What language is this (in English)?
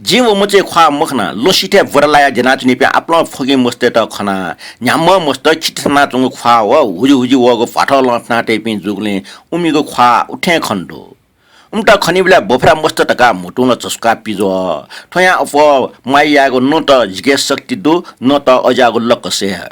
Newari